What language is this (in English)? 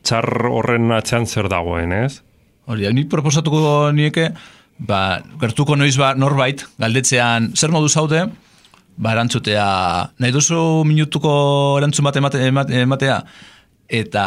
Basque